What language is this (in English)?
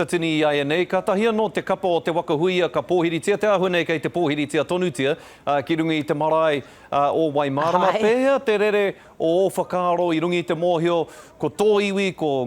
Māori